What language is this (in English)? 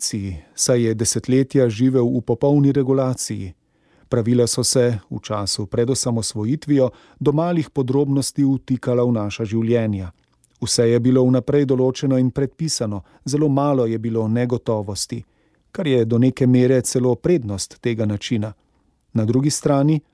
Slovenian